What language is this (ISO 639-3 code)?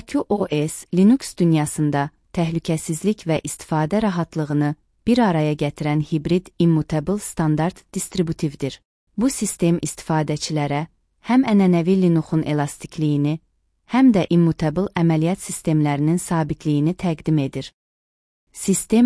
aze